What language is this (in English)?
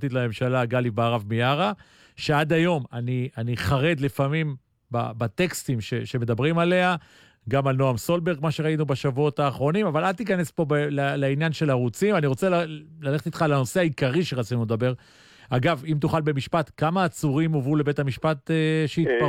Hebrew